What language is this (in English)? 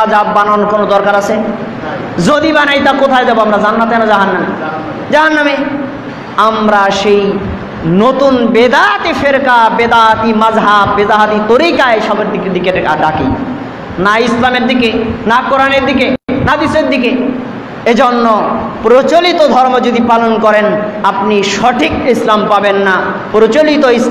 Bangla